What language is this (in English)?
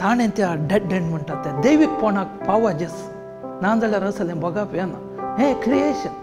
Konkani